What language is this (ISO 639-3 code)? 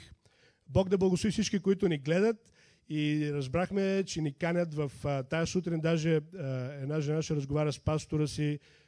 bul